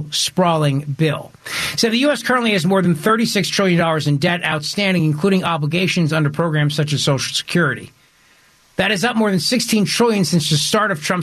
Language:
English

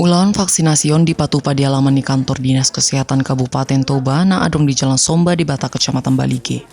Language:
Batak Toba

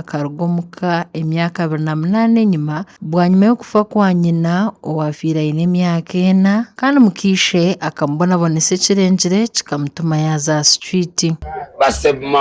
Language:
Nyankole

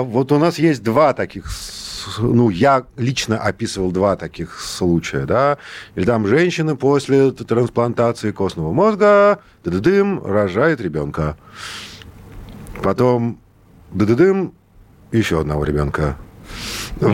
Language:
Russian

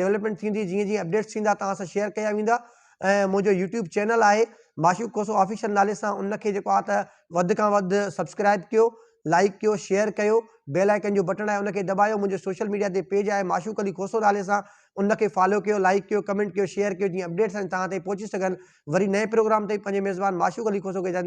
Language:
Sindhi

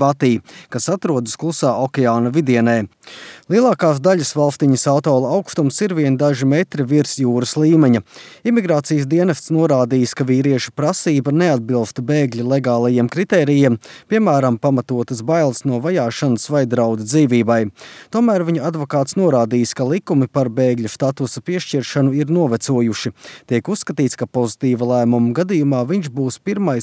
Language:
Latvian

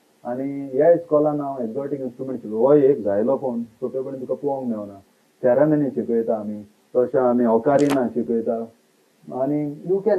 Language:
Konkani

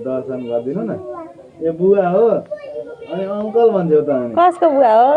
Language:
Nepali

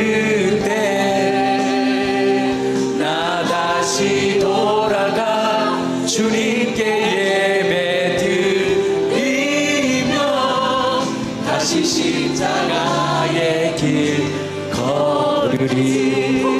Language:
Korean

